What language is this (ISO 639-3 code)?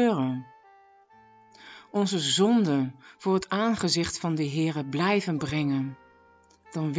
nld